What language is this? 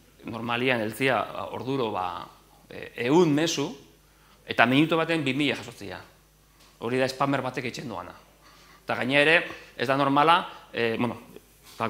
Basque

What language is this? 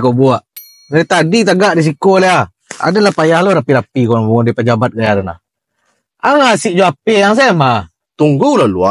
Minangkabau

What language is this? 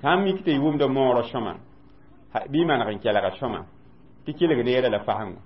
Mossi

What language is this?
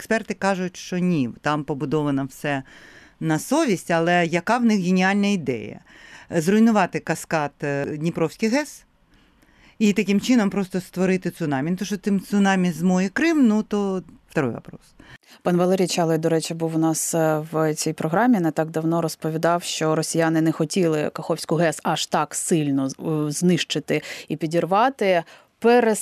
Ukrainian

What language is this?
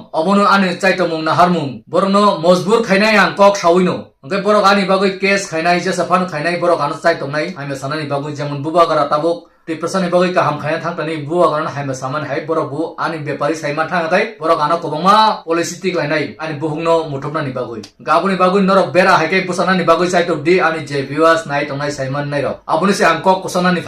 Kok Borok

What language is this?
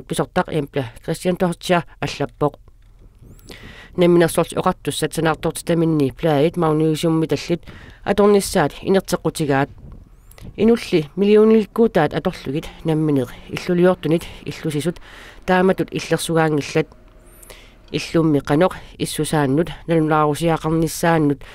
Kalaallisut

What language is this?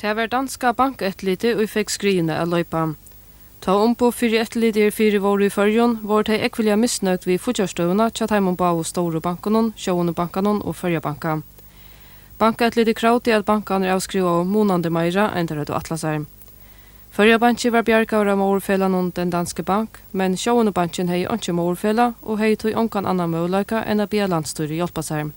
Faroese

